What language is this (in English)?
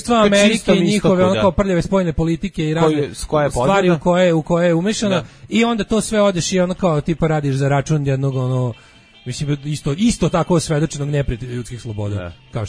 Serbian